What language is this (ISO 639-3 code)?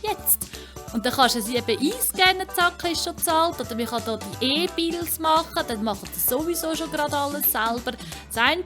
gsw